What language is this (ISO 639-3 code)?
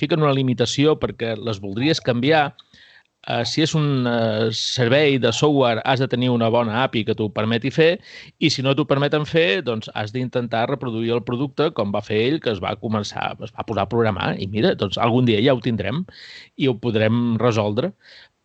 cat